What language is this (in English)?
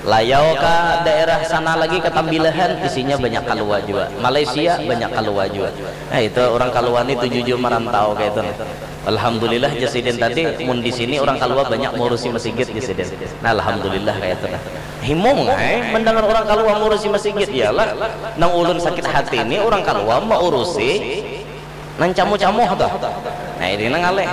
Banjar